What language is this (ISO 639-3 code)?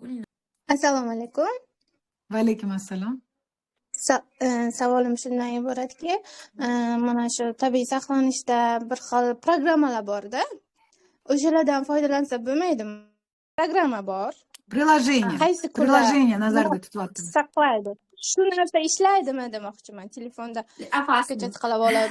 uzb